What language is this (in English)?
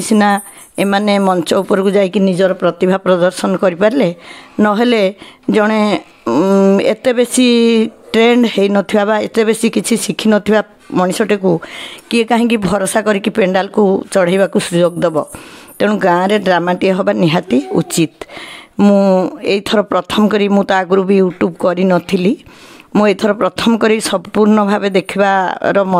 Odia